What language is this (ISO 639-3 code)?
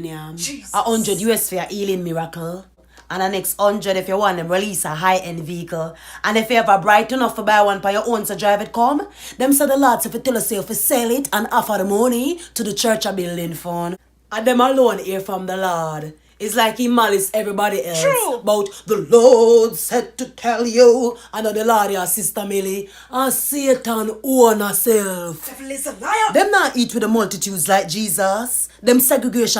jam